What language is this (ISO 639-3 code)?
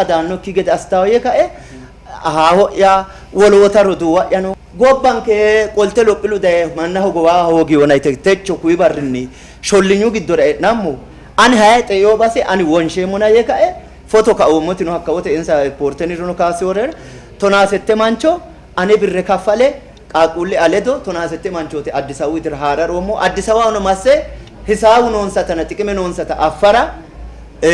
sid